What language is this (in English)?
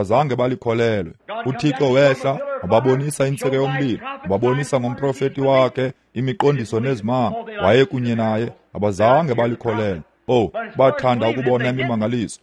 Xhosa